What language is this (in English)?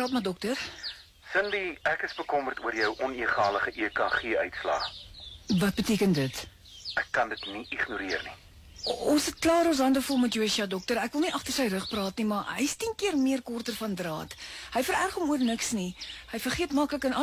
Afrikaans